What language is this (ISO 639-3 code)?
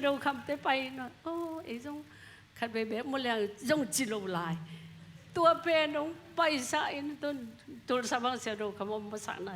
ctd